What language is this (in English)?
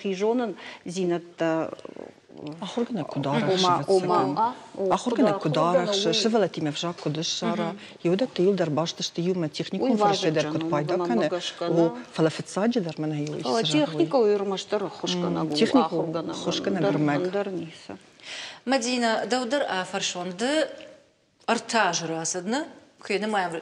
Ossetic